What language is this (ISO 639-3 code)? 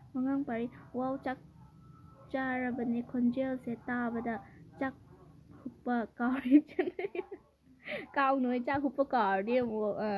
mni